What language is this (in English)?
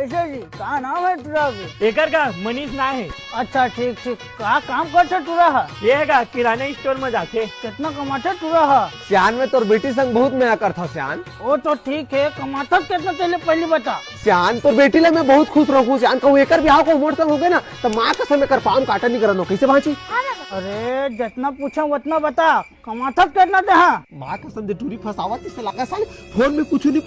Chhattisgarhi